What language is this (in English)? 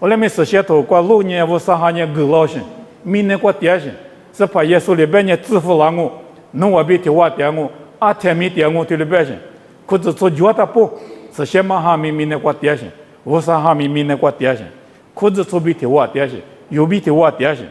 Lisu